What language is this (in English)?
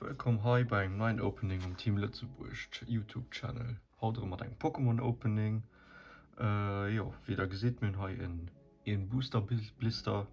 Luxembourgish